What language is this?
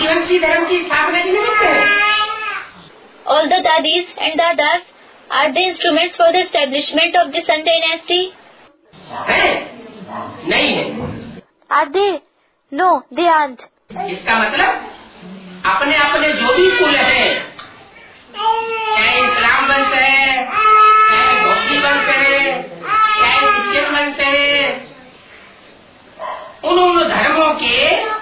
Hindi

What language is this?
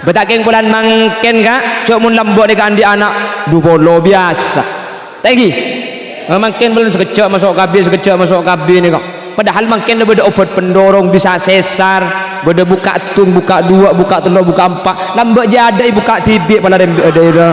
Madurese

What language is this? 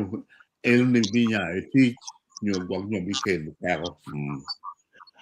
Acoli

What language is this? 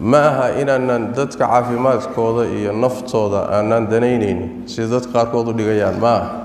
Somali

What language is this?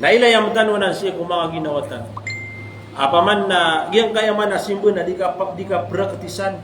Maranao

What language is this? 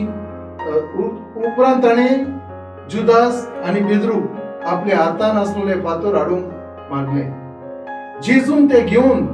Konkani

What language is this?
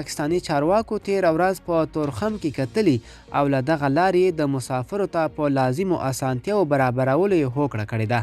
Pashto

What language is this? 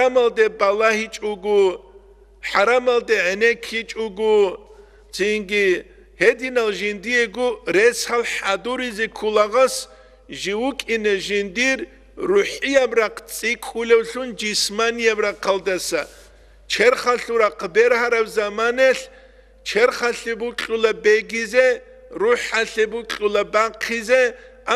Avaric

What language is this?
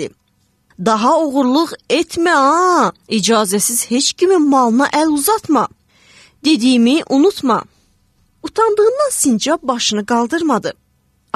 Azerbaijani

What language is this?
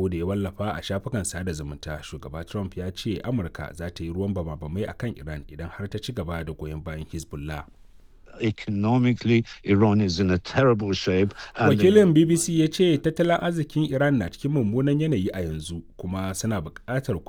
Hausa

